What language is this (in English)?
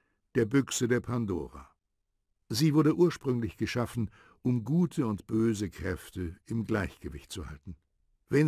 Bavarian